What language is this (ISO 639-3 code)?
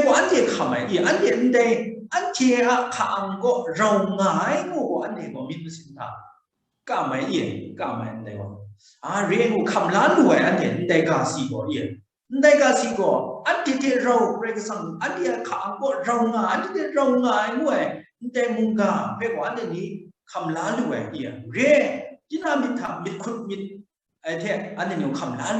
kac